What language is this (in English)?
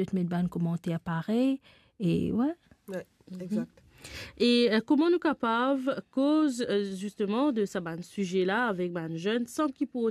Morisyen